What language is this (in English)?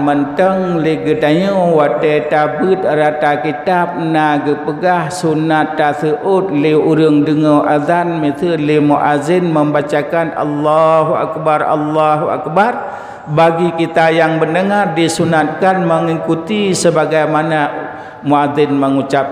Achinese